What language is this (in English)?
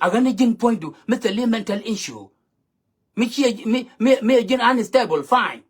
Nuer